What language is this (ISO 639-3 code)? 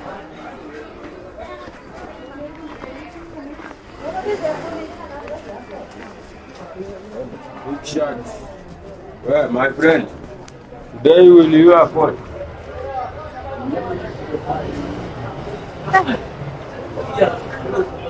swa